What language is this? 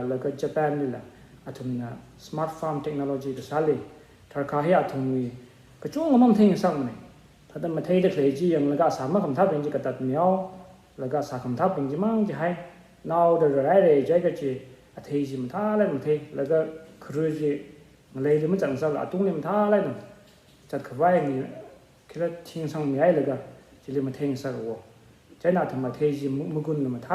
Tangkhul Naga (India)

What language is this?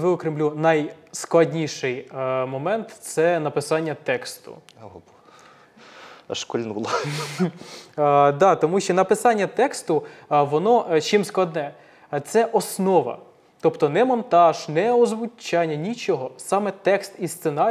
Ukrainian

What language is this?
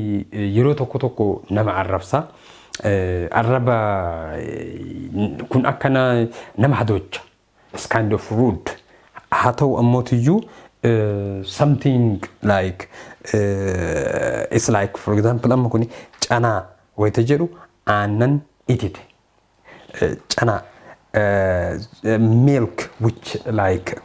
Oromo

